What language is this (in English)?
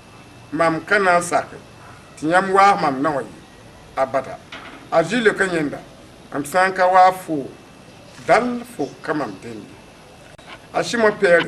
Mossi